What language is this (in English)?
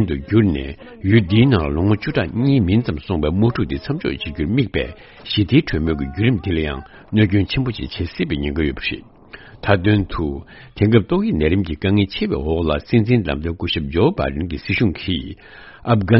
Tibetan